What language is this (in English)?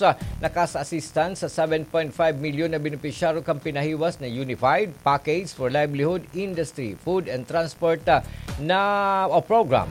Bikol